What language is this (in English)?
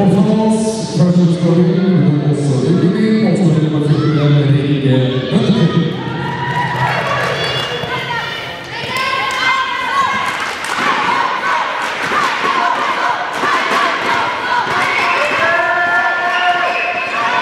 Norwegian